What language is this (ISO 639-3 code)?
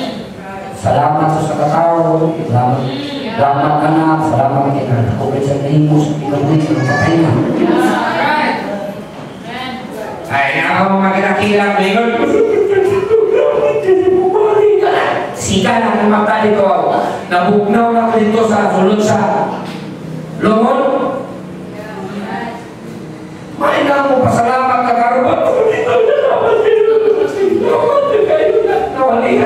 ceb